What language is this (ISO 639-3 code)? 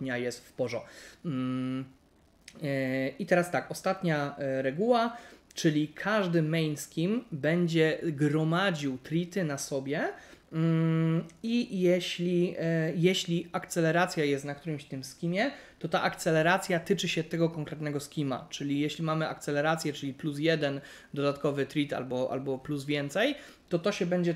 pol